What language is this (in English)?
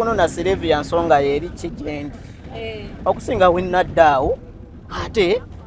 Ganda